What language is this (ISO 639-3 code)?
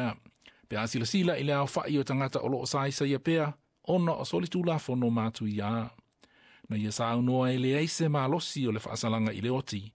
smo